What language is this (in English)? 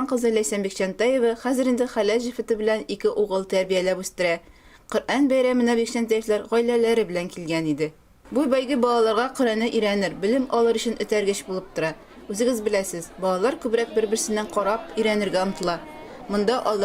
Tatar